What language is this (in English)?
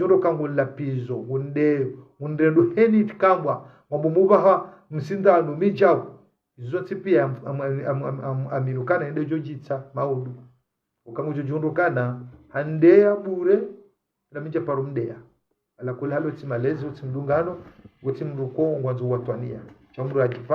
Ngazidja Comorian